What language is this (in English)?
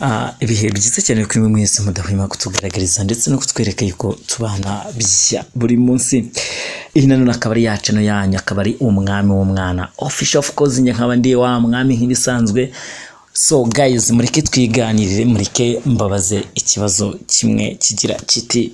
Kinyarwanda